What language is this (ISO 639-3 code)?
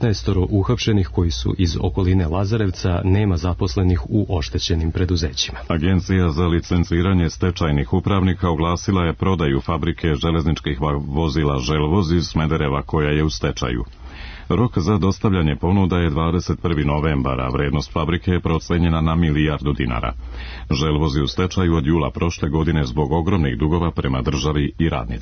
srp